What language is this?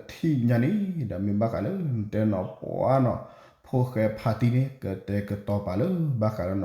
S'gaw Karen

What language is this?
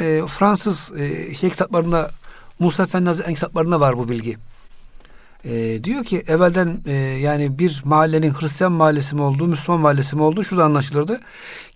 Turkish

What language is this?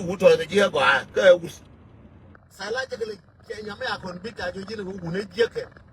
Nuer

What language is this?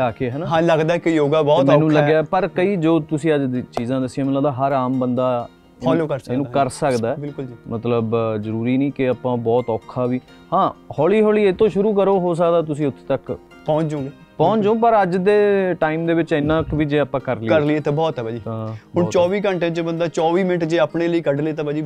Punjabi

